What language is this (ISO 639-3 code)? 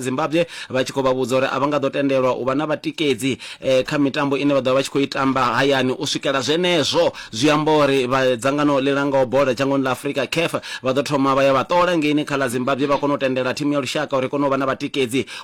ven